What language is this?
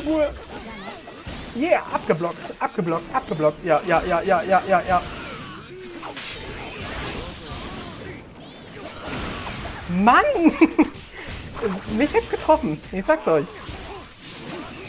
German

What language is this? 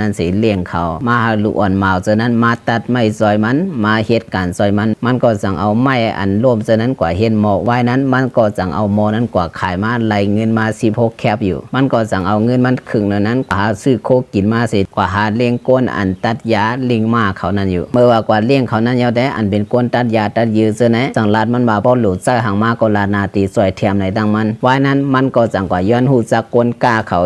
Shan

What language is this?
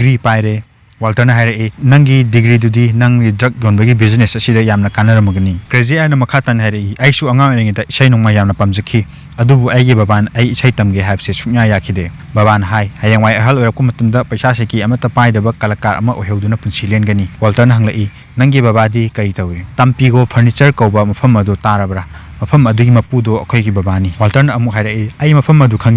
Manipuri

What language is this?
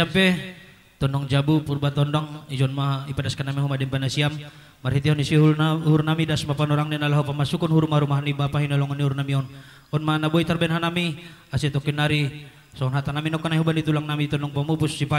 Batak Simalungun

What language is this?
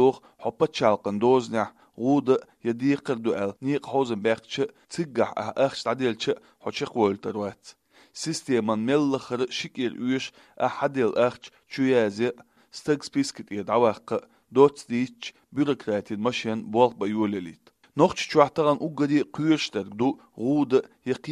Chechen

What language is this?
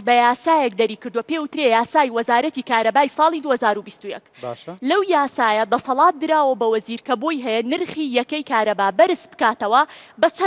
Central Kurdish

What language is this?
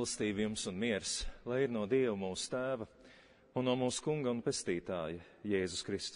Latvian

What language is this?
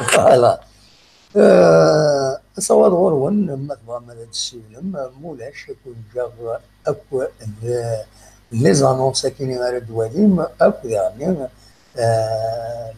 Kabyle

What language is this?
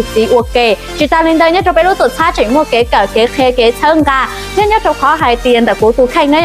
Hmong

